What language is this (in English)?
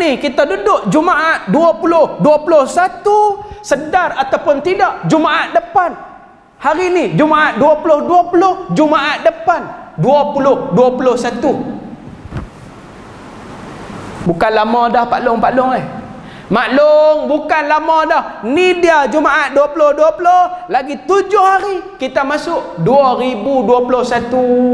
Malay